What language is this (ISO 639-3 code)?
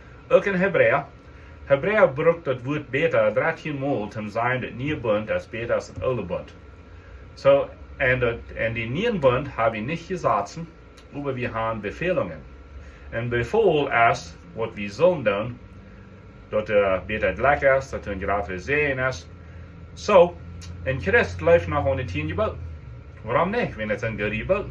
pdt